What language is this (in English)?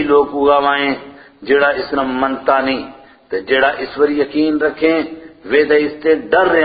Gujari